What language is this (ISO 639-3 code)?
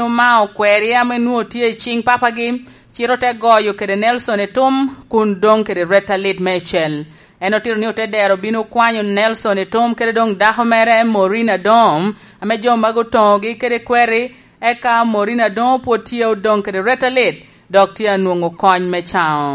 laj